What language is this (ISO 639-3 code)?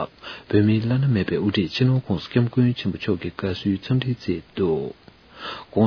bod